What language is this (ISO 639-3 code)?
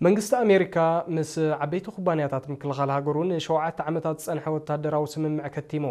tir